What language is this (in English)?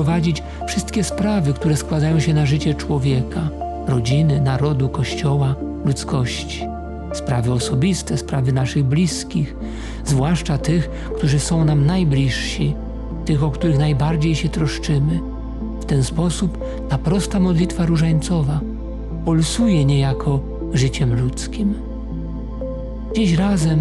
Polish